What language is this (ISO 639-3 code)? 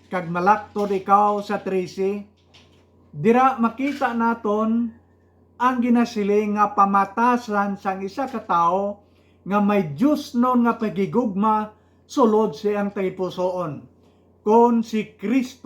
hil